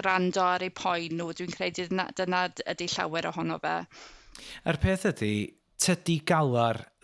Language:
Welsh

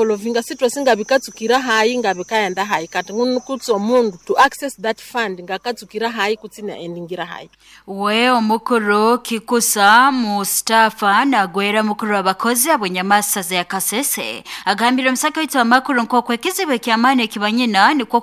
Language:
Nyankole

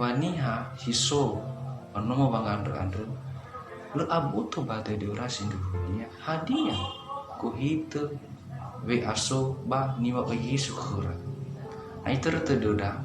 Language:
Nias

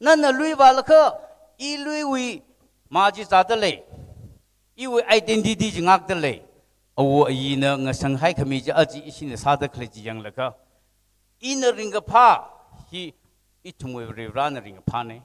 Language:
Tangkhul Naga (India)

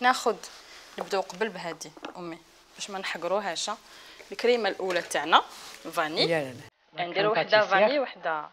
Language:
Algerian Arabic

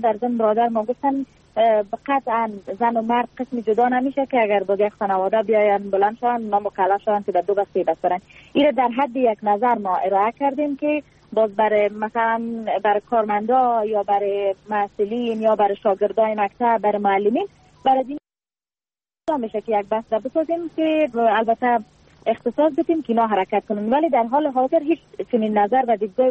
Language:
Persian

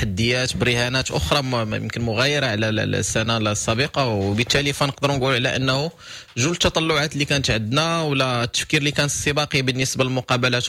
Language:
Moroccan Arabic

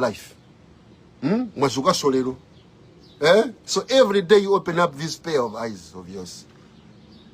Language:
Nyanja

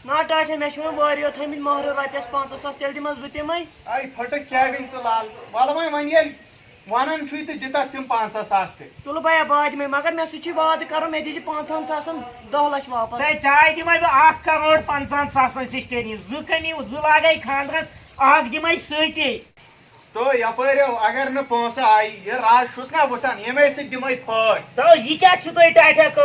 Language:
Kashmiri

